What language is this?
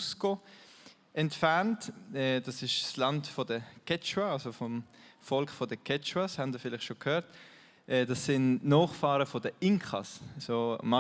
Swiss German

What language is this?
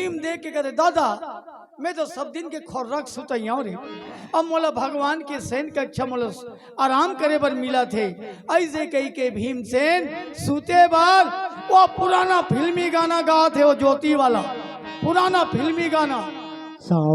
Chhattisgarhi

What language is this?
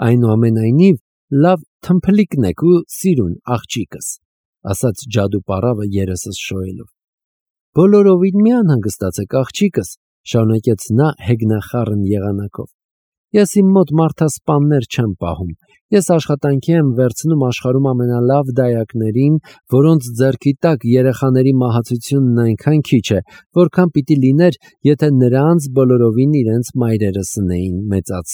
Armenian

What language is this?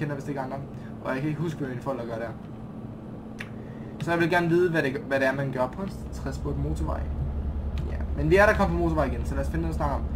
Danish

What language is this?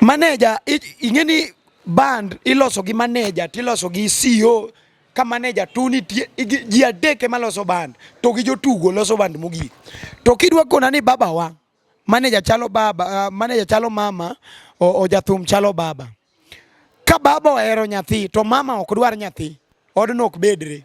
Luo (Kenya and Tanzania)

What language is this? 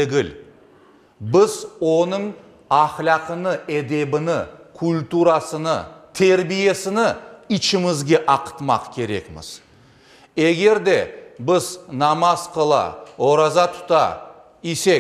Crimean Tatar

